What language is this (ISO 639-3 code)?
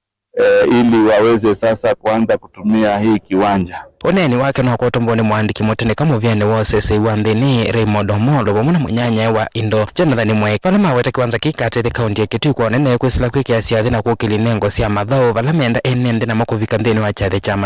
kam